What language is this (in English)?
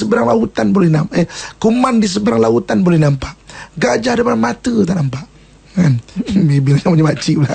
Malay